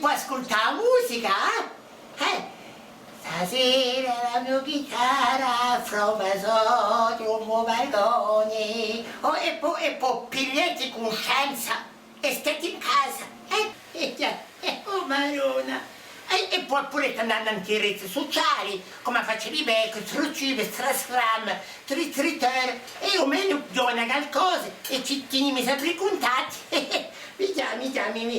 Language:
Corsican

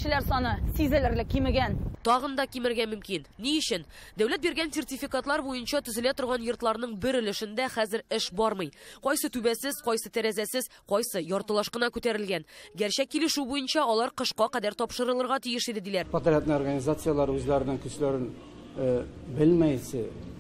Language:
Tatar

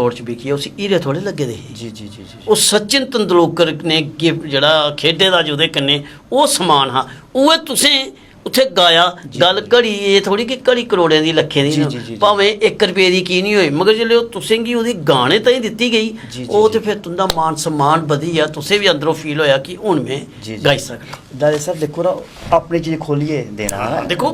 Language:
Dogri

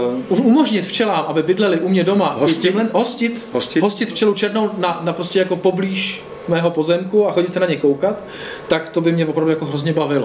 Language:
Czech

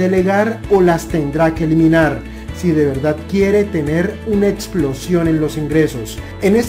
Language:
Spanish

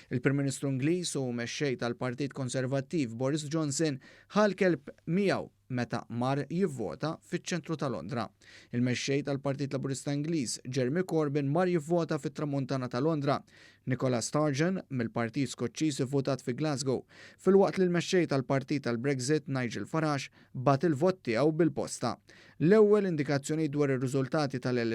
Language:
Maltese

